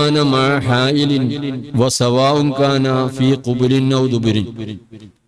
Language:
Malayalam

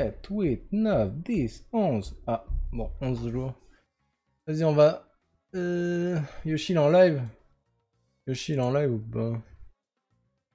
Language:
French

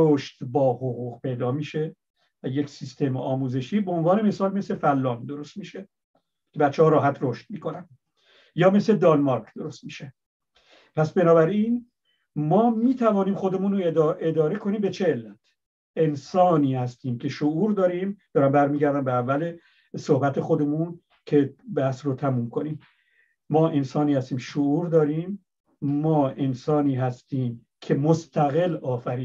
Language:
Persian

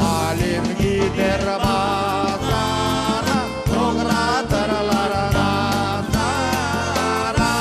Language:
Crimean Tatar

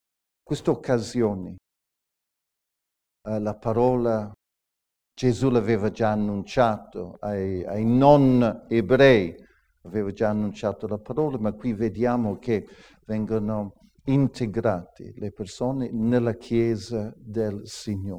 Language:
Italian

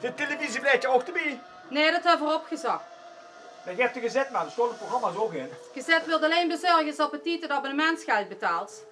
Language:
Limburgish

